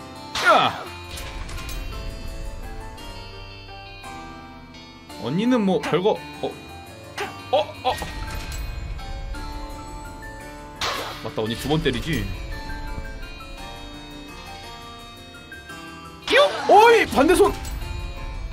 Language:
Korean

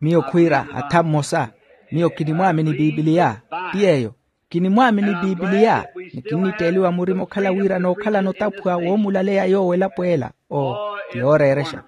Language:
Makhuwa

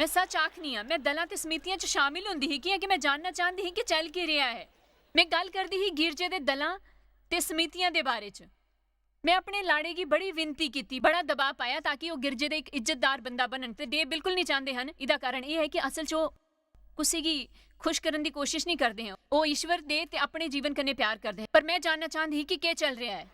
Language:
Dogri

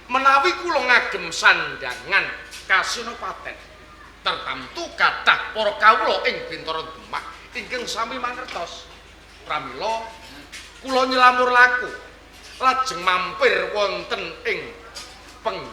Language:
Javanese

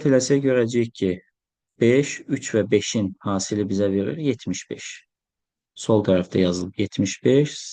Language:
Azerbaijani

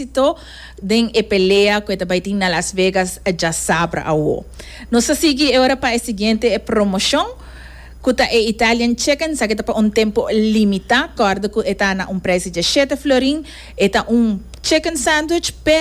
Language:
Papiamento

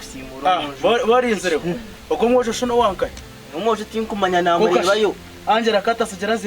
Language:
Nyankole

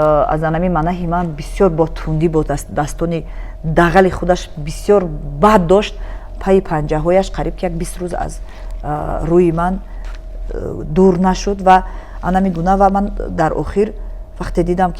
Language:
Tajik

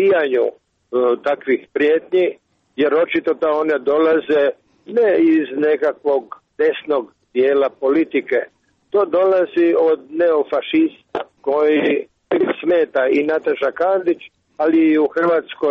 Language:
Croatian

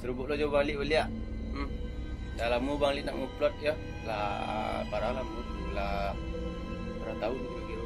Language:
Minangkabau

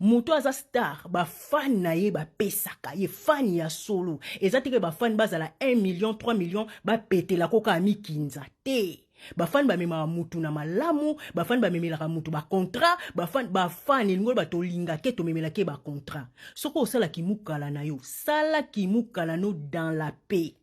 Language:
Lingala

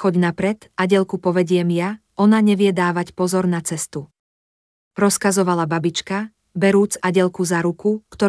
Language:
Slovak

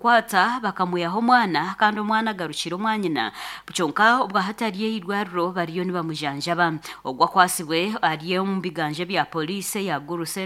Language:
Nyankole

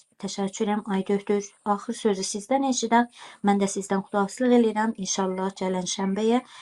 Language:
South Azerbaijani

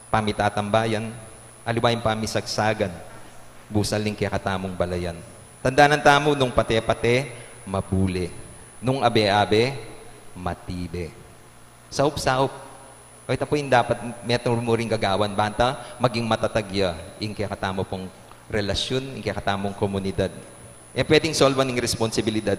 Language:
Pampanga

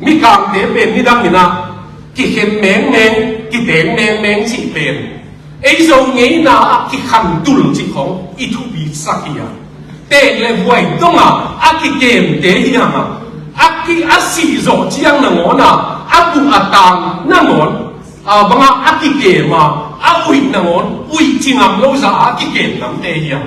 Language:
Tedim Chin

